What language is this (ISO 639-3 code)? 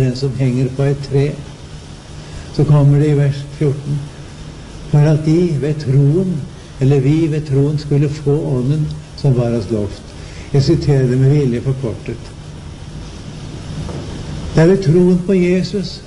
nor